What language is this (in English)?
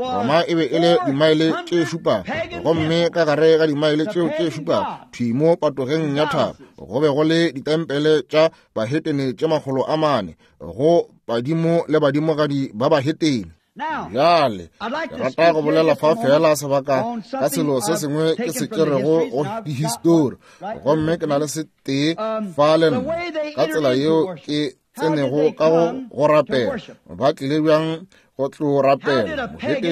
Northern Sotho